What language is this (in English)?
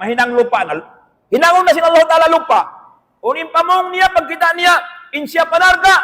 Tausug